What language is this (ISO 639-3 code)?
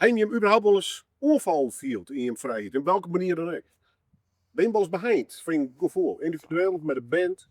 fry